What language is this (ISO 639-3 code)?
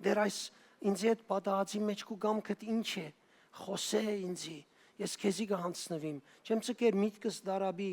hyw